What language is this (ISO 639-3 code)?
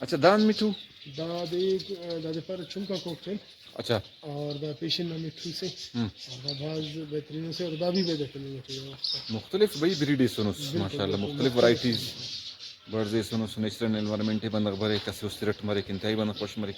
brh